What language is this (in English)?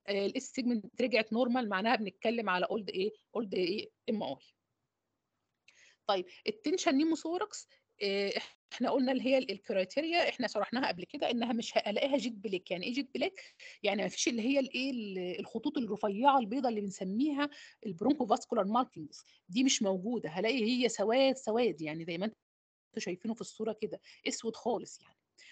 Egyptian Arabic